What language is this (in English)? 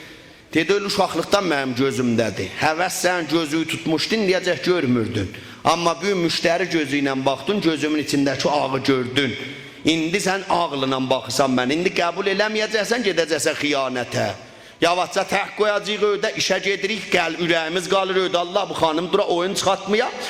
South Azerbaijani